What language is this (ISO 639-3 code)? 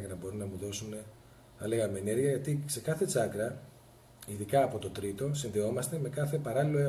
ell